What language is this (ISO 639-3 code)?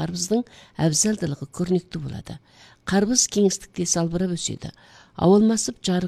kaz